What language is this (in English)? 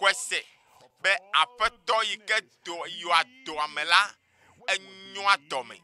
Ewe